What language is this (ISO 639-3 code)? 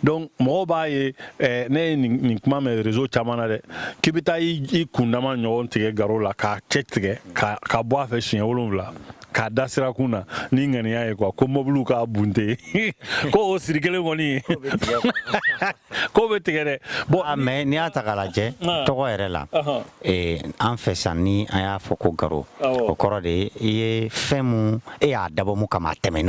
bam